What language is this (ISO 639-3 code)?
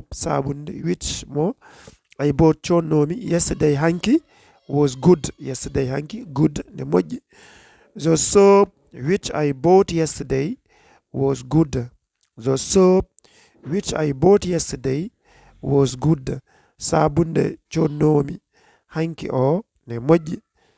ful